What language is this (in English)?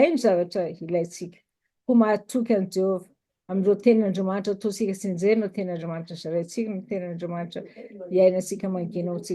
Malagasy